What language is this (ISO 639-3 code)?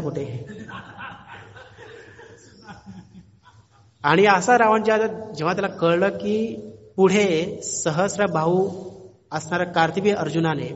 mar